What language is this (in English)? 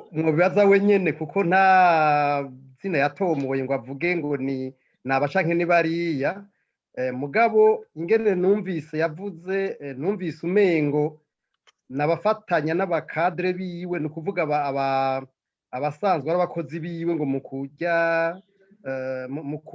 Rundi